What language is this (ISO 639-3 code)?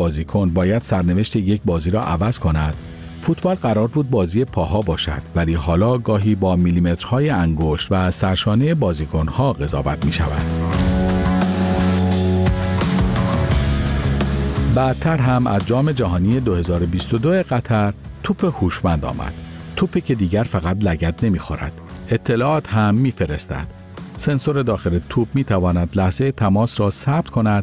fas